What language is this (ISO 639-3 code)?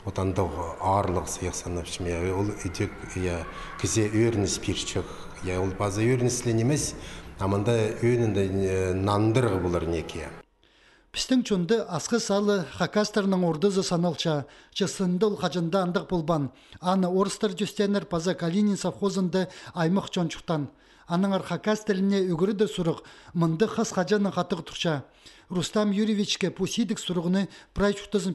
kjh